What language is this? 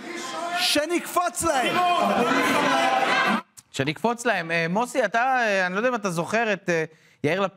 Hebrew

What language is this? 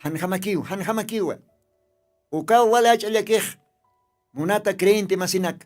Aymara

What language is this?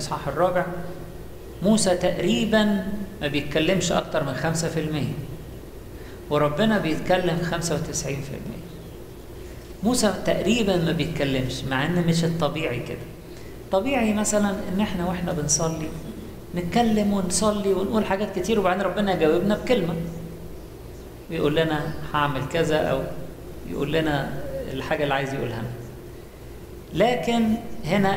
Egyptian Arabic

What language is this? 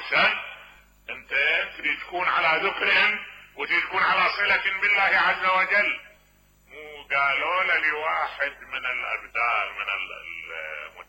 Mesopotamian Arabic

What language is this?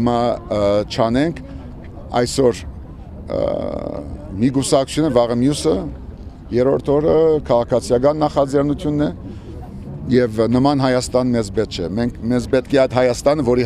Armenian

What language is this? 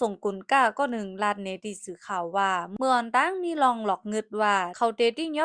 Shan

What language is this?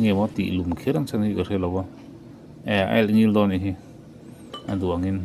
Mizo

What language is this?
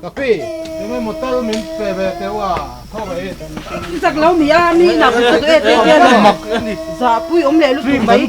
Mizo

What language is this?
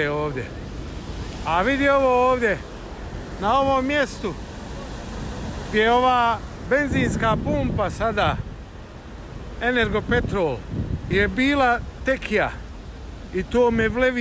Bosnian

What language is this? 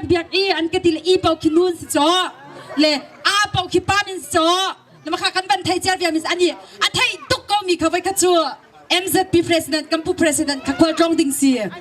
Hakha Chin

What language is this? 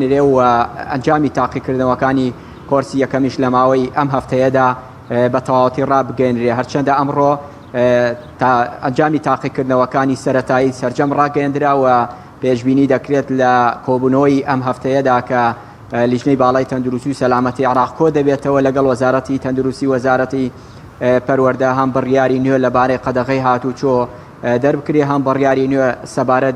Central Kurdish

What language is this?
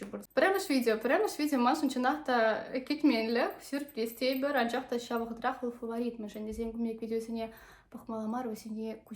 Chuvash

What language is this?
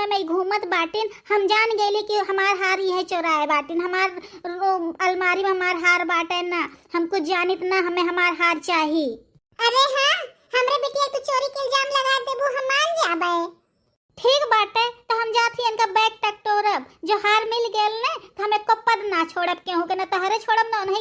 Bhojpuri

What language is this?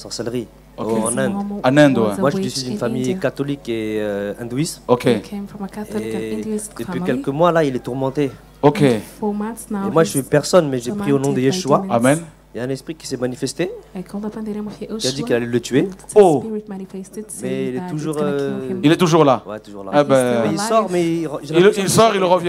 French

